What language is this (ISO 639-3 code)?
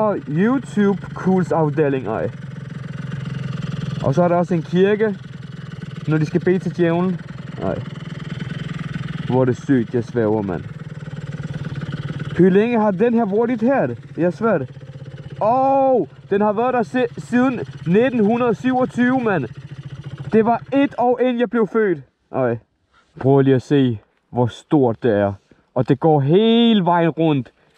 dan